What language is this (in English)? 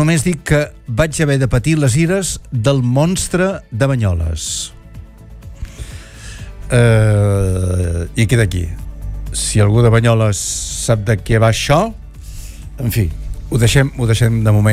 Catalan